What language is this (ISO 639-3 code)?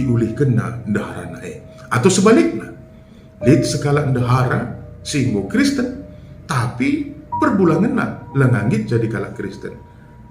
btx